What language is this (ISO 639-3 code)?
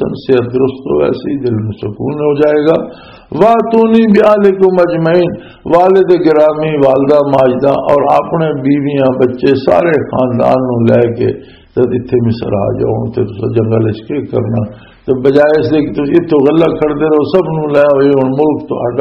lah